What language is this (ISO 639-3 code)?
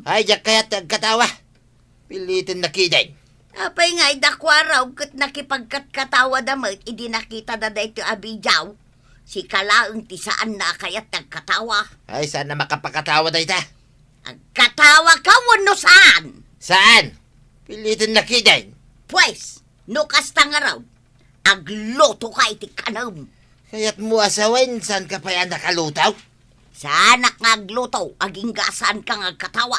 ilo